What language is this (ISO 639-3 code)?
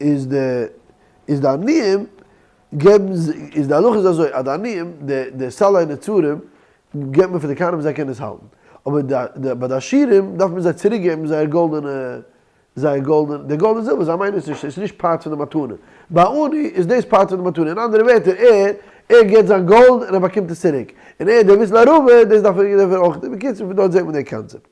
yid